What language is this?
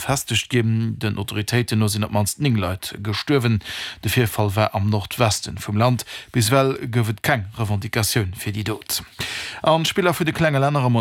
Luxembourgish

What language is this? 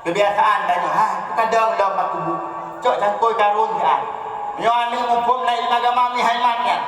Achinese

